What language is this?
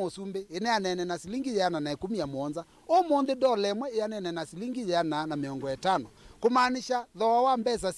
Kamba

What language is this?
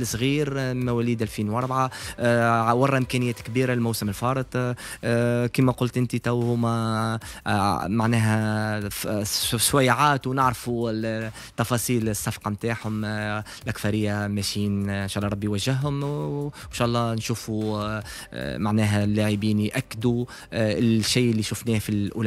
Tunisian Arabic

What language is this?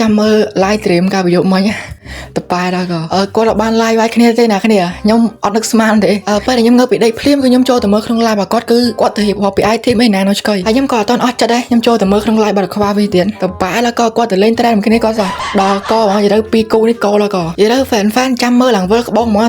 Khmer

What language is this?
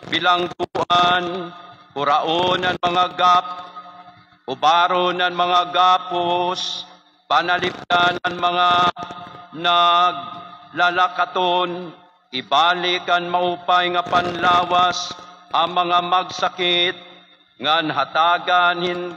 Waray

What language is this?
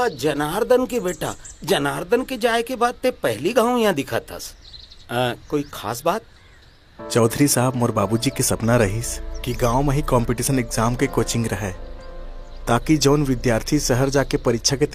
Chhattisgarhi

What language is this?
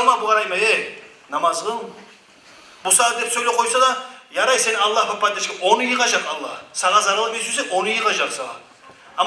Kumyk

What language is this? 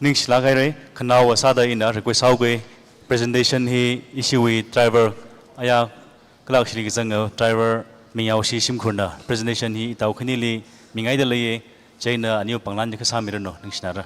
Tangkhul Naga (India)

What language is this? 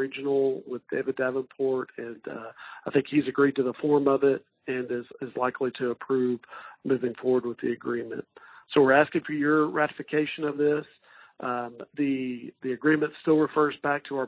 English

